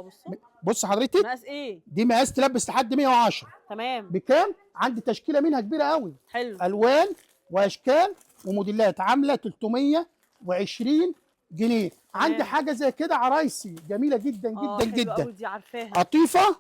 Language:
Egyptian Arabic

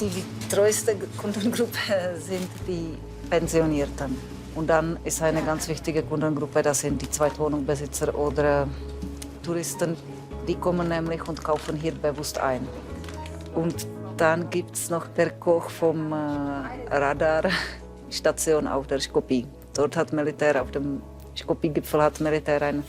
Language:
Romansh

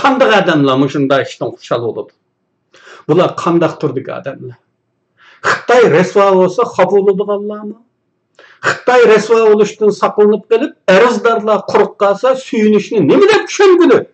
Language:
Uyghur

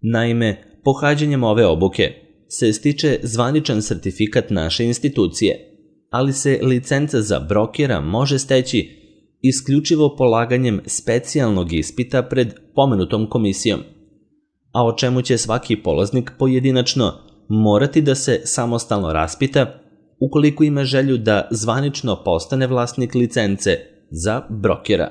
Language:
Serbian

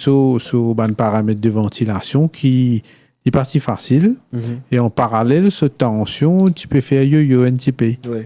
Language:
Morisyen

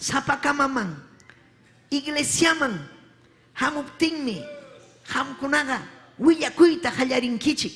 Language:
Ayacucho Quechua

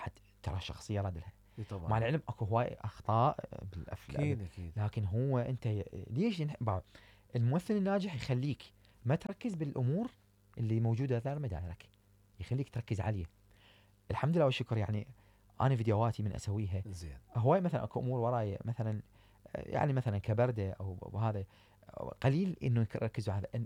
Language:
Mesopotamian Arabic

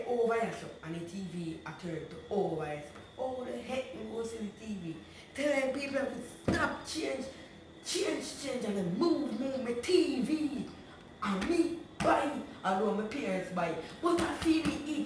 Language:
Jamaican Creole English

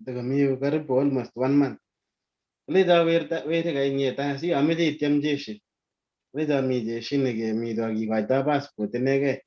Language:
Kalenjin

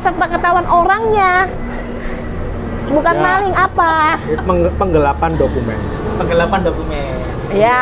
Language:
Indonesian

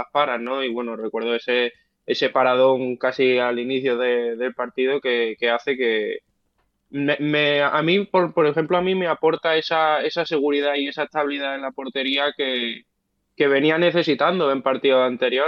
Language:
Spanish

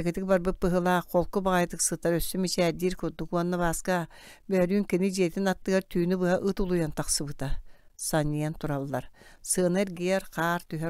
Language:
Yakut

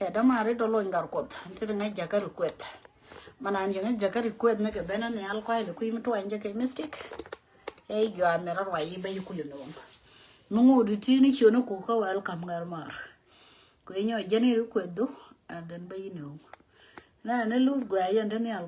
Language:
Nuer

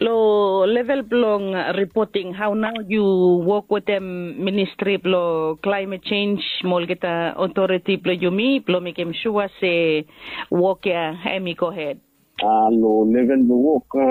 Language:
Bislama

